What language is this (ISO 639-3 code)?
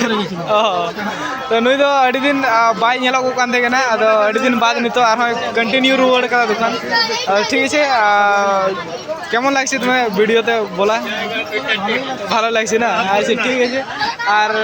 sat